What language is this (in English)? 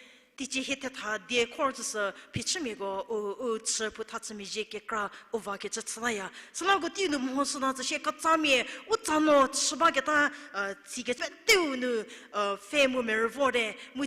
Angami Naga